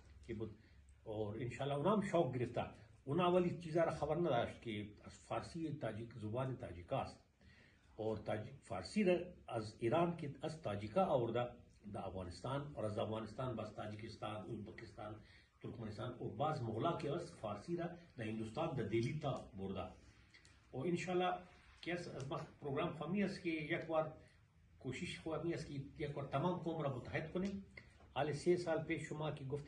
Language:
Persian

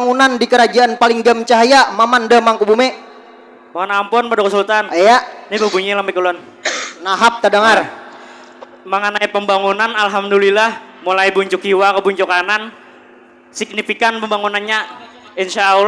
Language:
Banjar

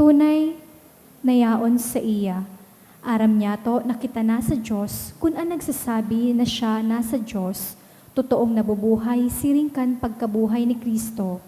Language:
Bikol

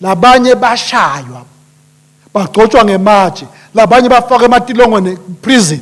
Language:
Swati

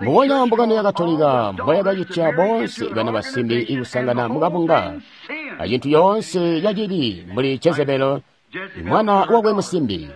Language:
Tonga (Zambia)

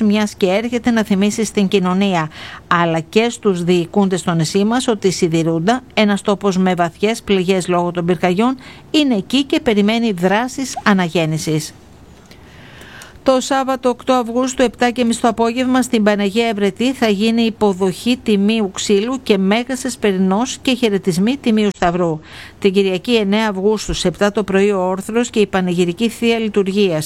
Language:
Greek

